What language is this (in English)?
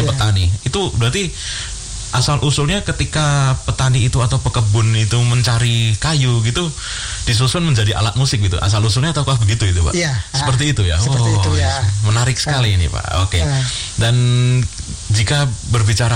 Indonesian